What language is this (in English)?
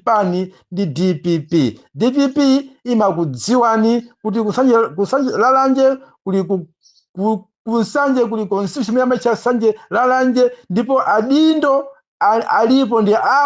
Nyanja